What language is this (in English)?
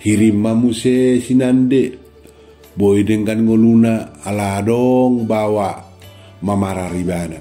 Batak Toba